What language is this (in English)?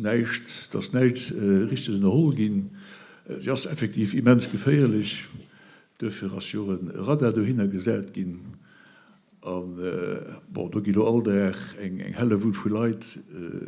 Luxembourgish